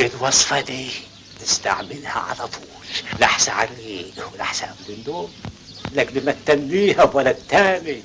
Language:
Egyptian Arabic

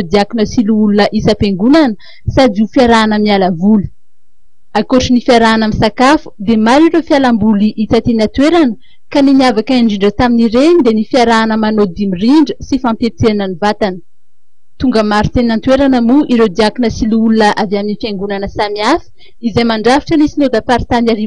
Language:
Malagasy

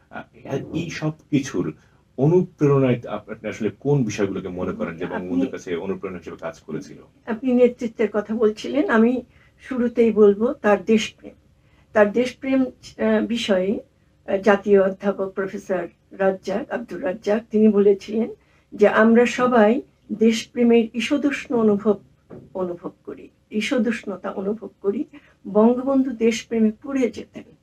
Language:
Bangla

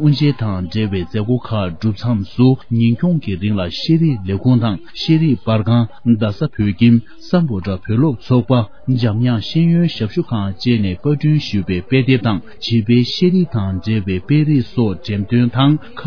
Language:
Tibetan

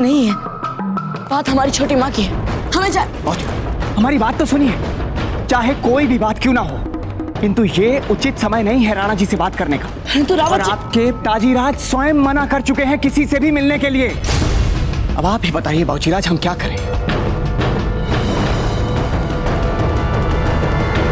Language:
Hindi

